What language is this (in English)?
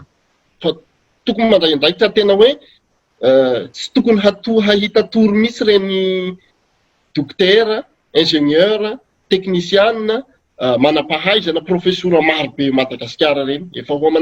Malagasy